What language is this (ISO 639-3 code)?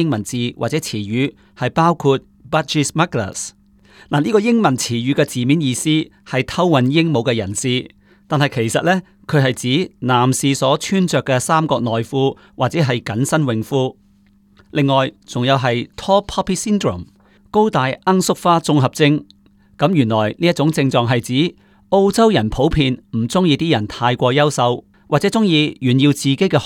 yue